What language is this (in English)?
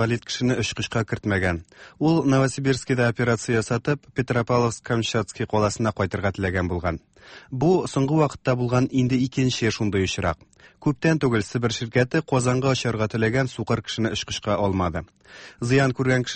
Tatar